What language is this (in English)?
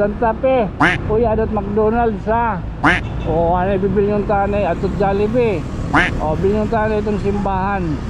Waray